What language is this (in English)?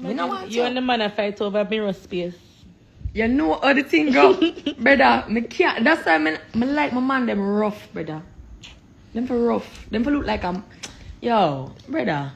Jamaican Creole English